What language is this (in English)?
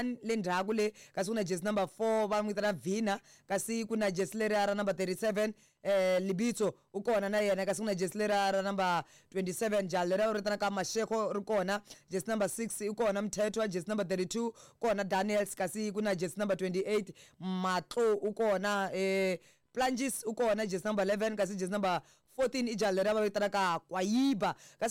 Tsonga